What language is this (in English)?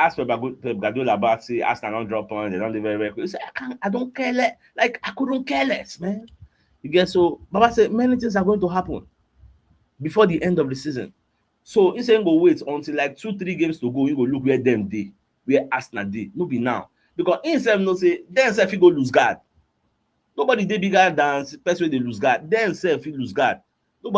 Nigerian Pidgin